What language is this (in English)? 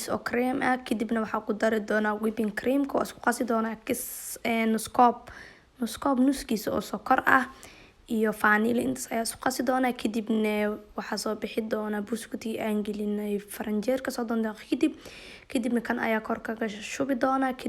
Somali